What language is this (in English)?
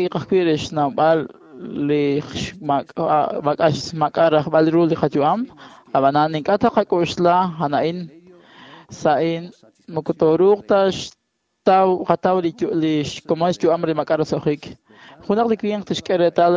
Kekchí